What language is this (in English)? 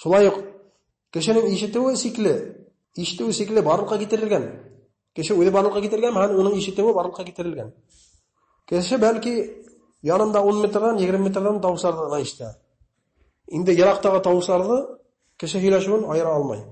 Bashkir